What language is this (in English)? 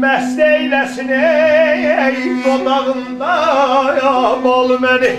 South Azerbaijani